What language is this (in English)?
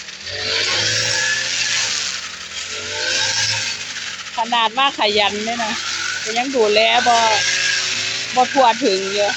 Northeastern Thai